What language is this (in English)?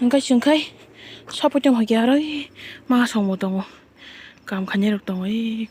Kok Borok